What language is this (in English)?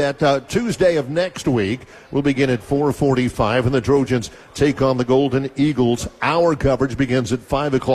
English